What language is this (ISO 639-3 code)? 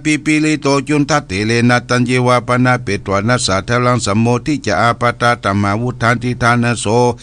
pli